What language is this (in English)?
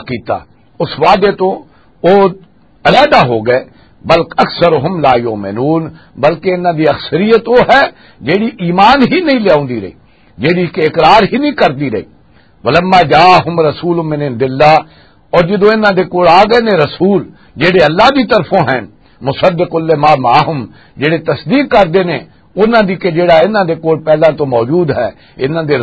Western Panjabi